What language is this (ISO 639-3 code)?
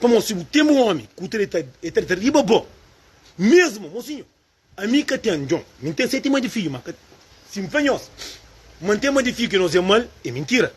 kea